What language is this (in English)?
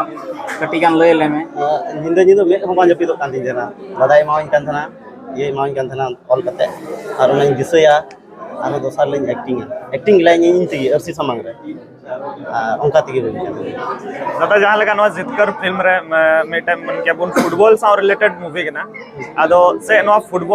Santali